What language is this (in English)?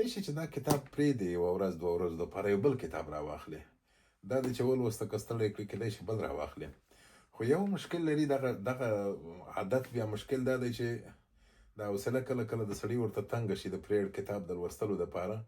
Pashto